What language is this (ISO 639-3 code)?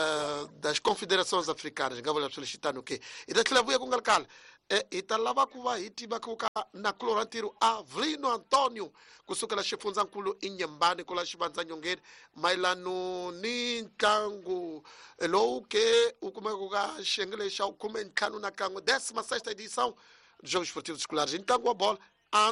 tso